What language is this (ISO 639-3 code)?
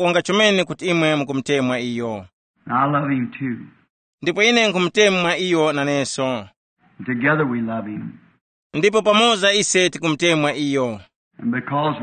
tum